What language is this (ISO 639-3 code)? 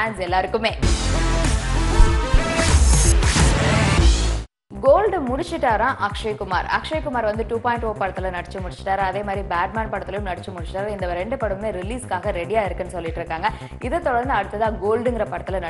tam